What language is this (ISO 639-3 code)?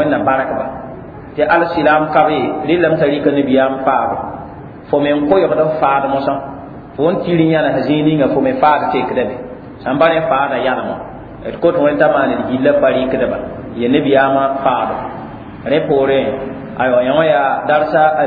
mos